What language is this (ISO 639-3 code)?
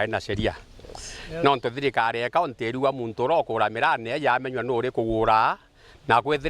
mer